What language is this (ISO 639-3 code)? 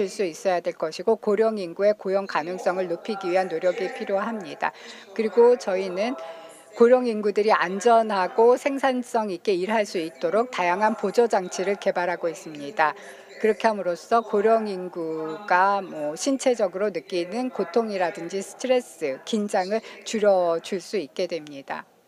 kor